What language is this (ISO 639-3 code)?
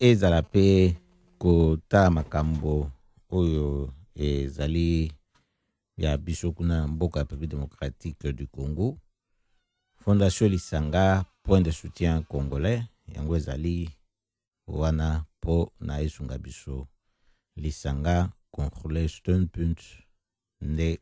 lin